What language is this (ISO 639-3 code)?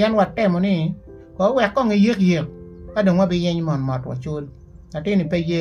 ach